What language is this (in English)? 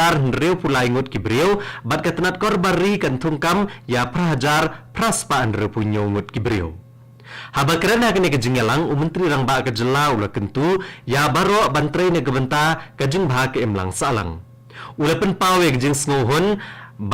Khasi